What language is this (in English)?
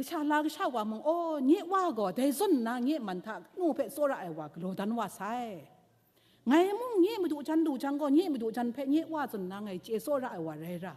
Kachin